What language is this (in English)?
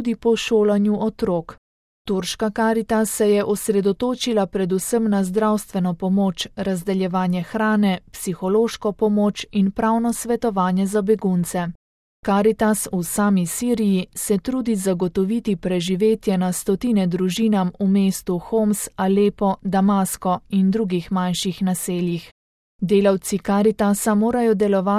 Slovenian